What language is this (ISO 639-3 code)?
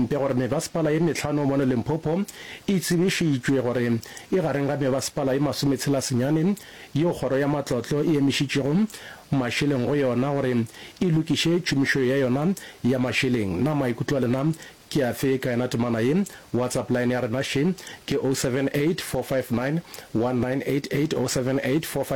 nso